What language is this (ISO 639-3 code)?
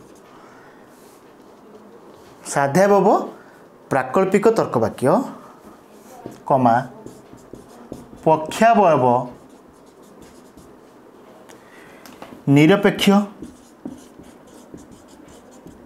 ori